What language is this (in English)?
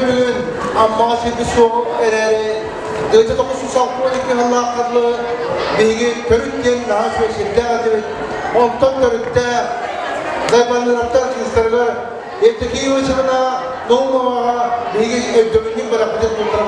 Yakut